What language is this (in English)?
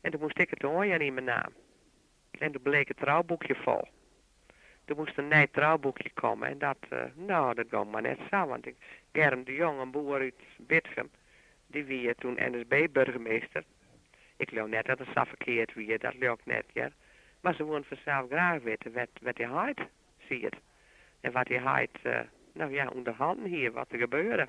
Western Frisian